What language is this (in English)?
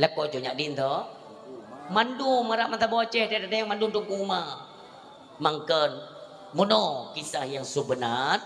Achinese